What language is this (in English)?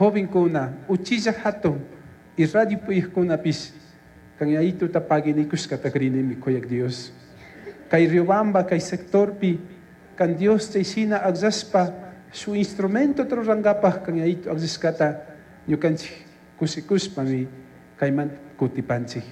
Chimborazo Highland Quichua